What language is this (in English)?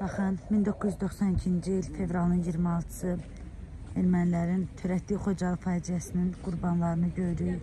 Azerbaijani